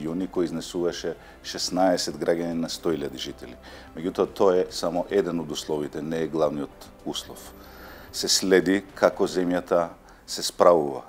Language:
Macedonian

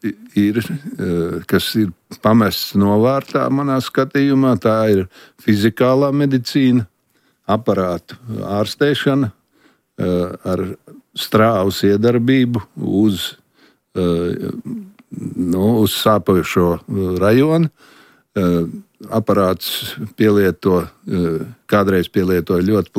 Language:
Latvian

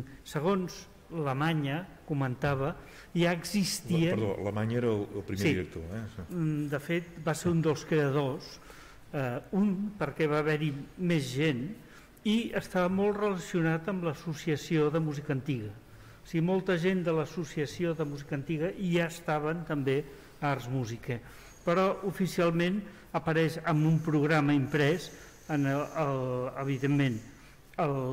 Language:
Catalan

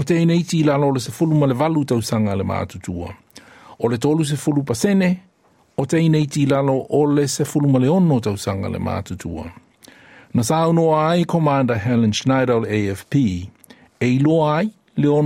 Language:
Samoan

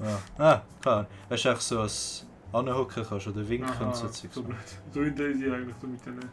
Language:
Swiss German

